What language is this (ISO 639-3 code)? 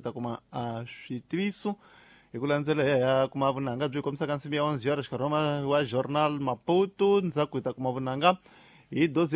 tso